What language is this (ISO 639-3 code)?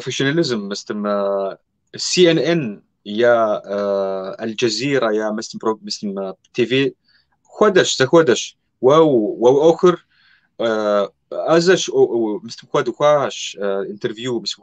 kbd